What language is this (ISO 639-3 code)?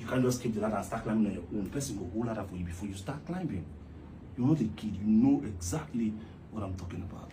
pcm